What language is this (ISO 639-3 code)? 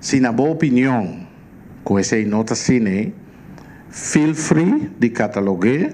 pap